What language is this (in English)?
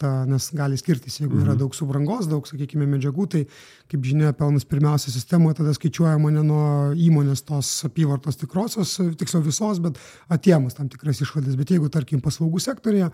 Lithuanian